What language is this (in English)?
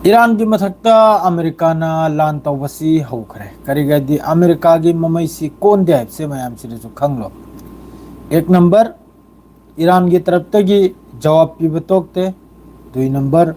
Manipuri